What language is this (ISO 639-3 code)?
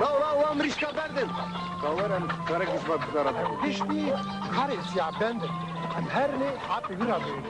kur